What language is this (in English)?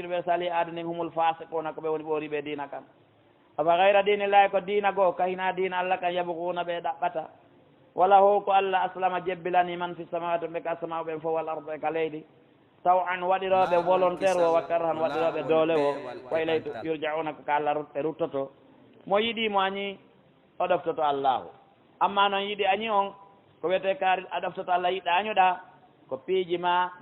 Pular